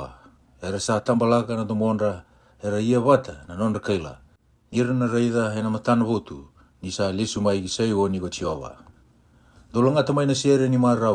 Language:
Fijian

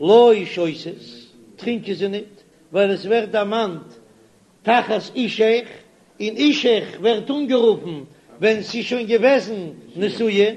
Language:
Yiddish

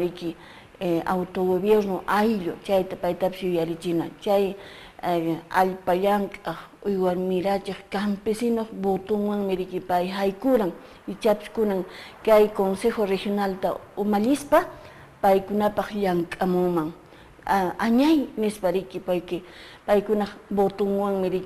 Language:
Quechua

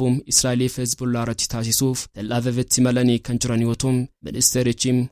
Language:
Oromo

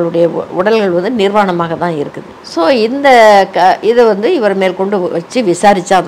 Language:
Tamil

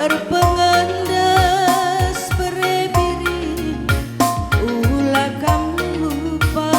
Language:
Batak Karo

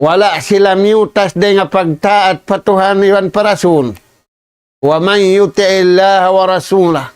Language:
Tausug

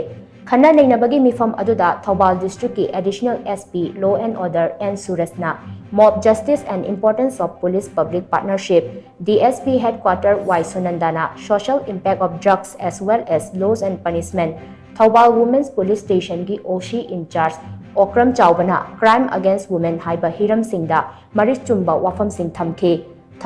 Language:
Manipuri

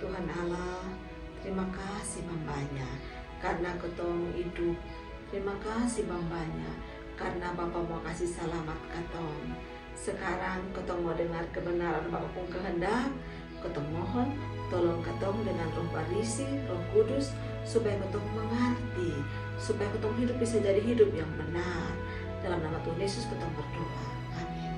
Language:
Kupang Malay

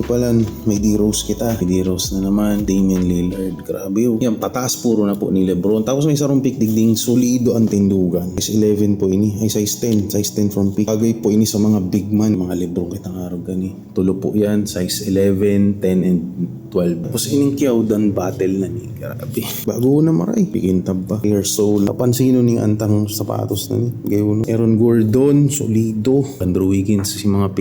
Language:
Bikol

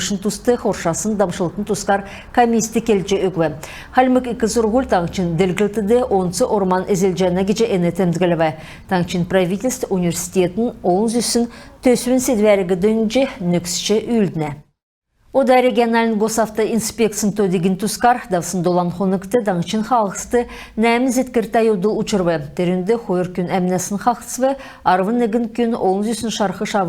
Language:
Kalmyk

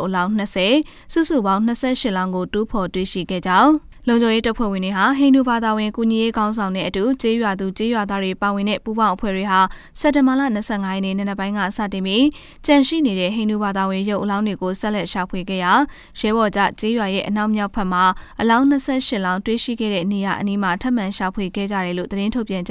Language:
Burmese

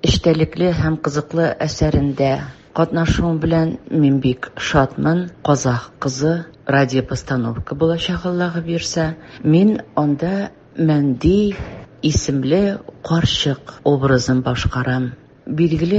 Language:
Tatar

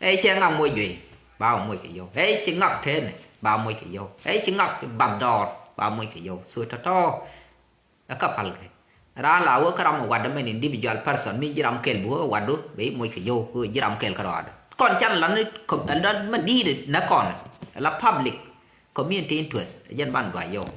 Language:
Nuer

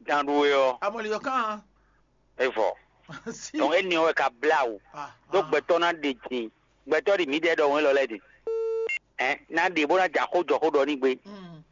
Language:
Fon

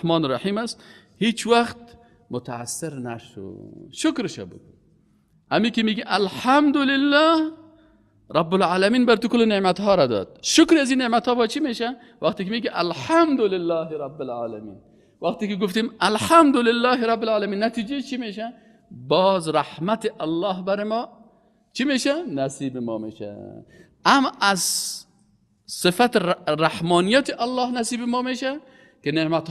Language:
Persian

